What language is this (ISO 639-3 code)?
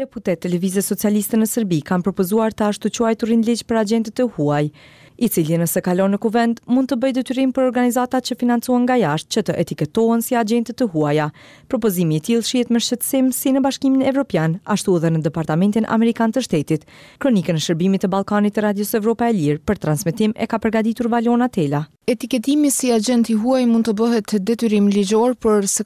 sqi